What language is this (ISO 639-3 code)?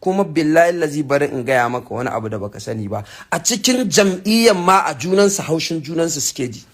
hau